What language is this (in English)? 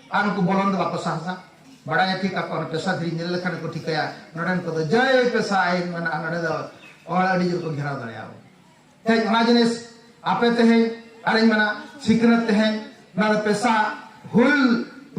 Santali